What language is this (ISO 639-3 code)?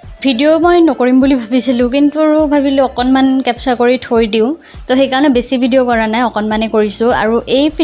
asm